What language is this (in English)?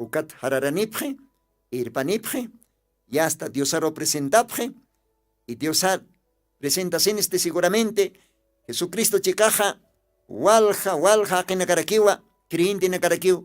Aymara